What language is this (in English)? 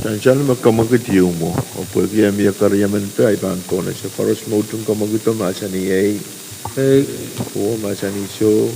Pohnpeian